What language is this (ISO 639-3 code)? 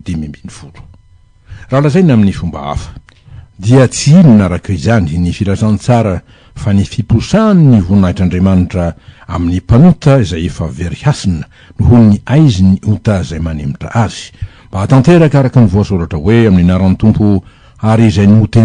mlg